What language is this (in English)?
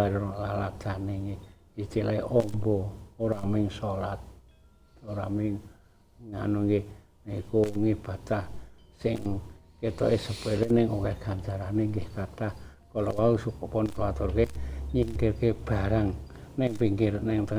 Javanese